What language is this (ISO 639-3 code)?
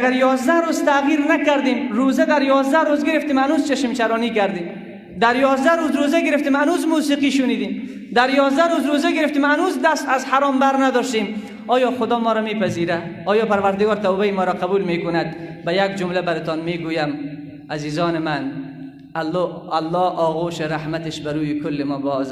fas